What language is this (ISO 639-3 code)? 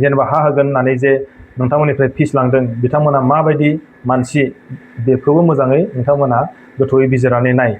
brx